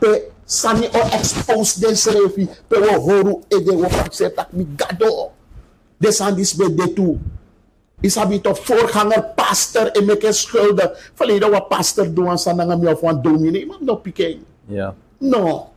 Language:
Sranan Tongo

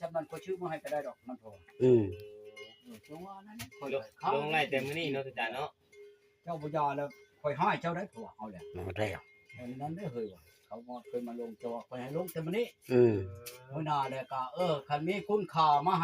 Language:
Northeastern Thai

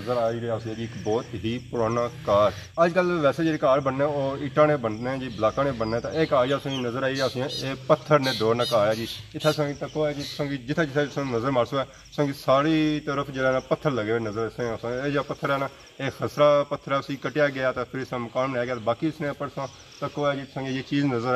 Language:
Pahari-Potwari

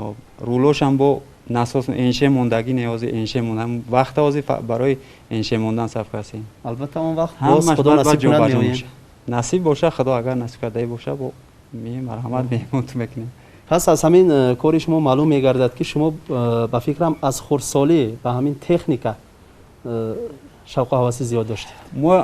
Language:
Tajik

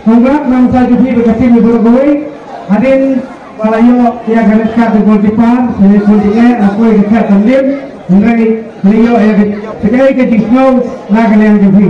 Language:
Khasi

